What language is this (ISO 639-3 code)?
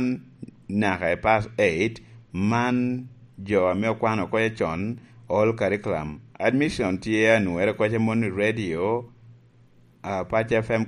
laj